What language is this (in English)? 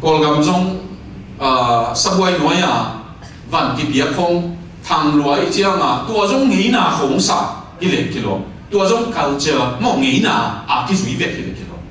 Tedim Chin